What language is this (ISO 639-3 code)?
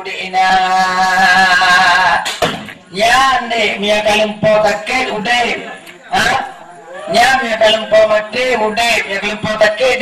ace